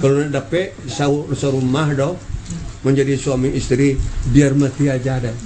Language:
Minangkabau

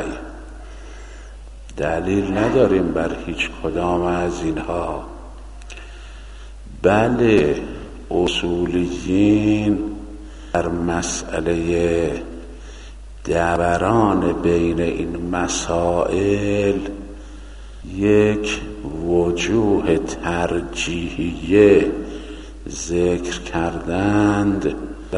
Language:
Persian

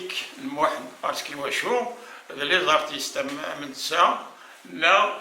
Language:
Kabyle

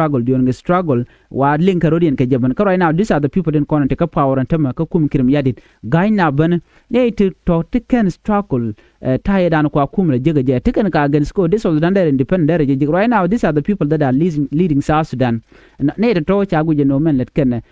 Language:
Nuer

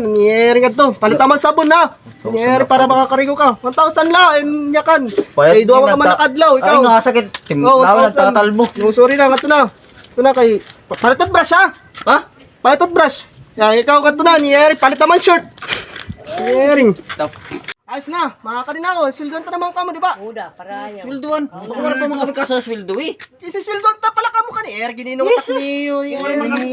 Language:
Waray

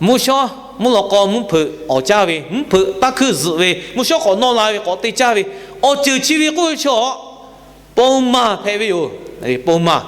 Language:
Lahu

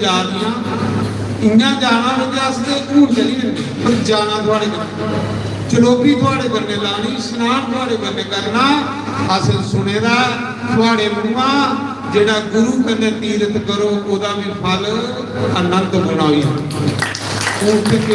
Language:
Dogri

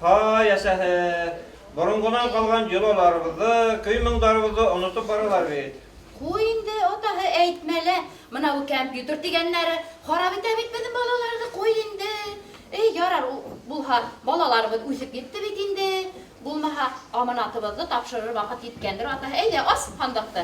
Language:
Bashkir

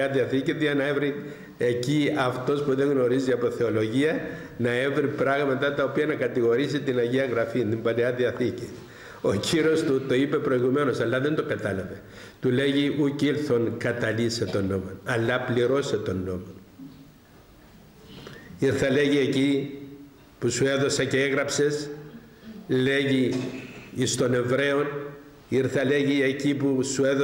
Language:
Greek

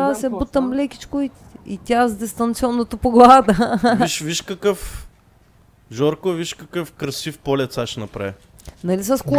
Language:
Bulgarian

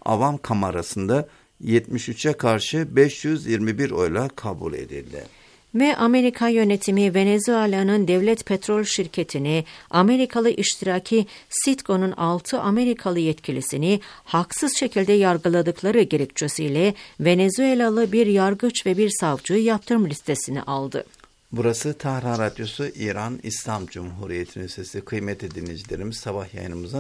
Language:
Turkish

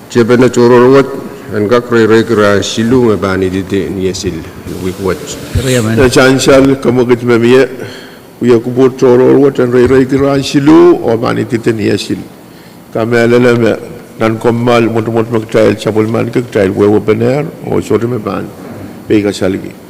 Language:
Pohnpeian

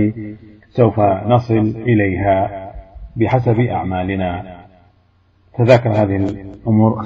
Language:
Arabic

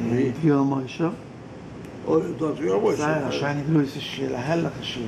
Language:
Yiddish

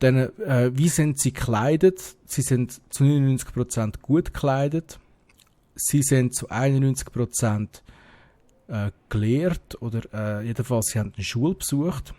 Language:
Swiss German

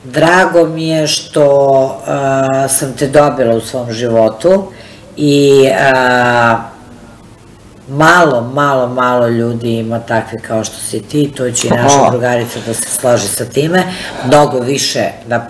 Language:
Serbian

